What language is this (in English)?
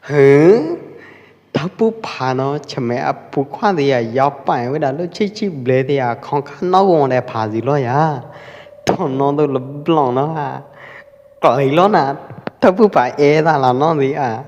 Pwo Eastern Karen